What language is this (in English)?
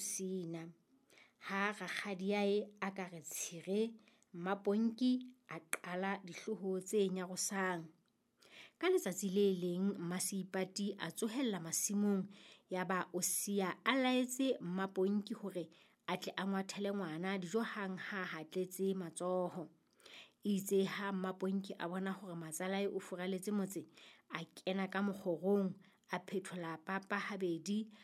Southern Sotho